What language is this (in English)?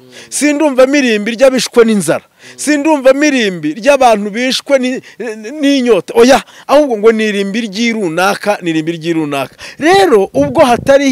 Kinyarwanda